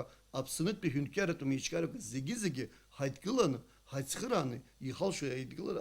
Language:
Abkhazian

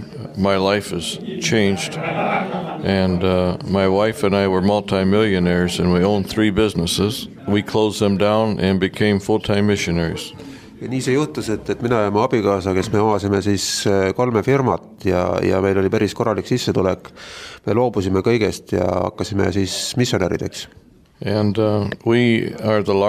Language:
Estonian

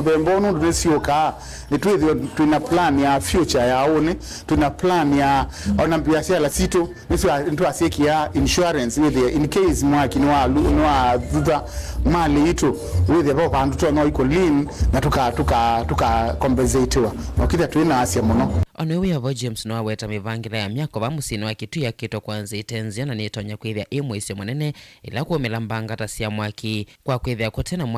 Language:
Kamba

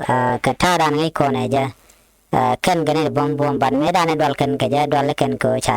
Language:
Nuer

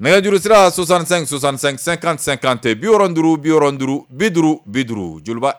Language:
Bambara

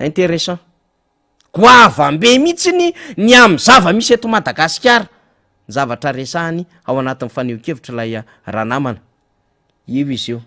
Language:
Malagasy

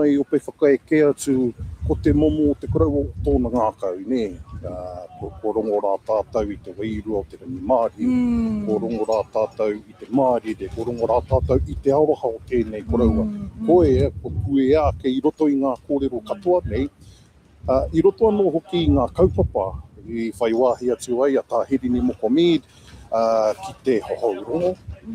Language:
Māori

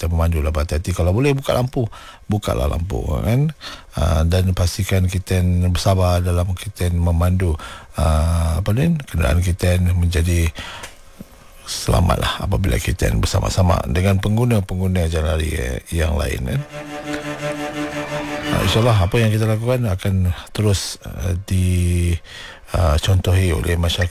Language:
Malay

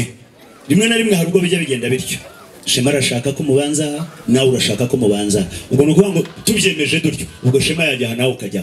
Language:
Kinyarwanda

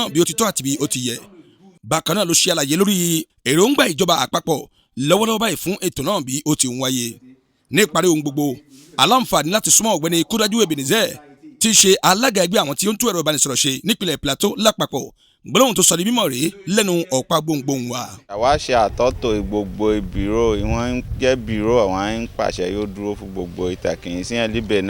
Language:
Yoruba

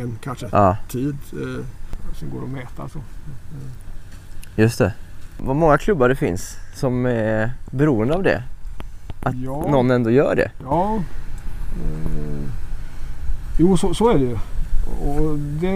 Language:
Swedish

